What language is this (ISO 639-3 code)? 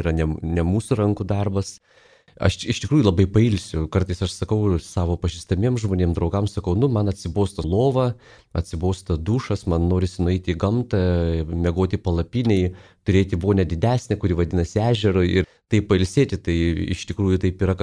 lit